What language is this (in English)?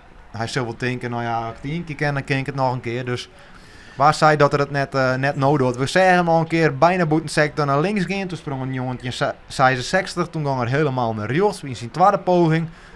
Western Frisian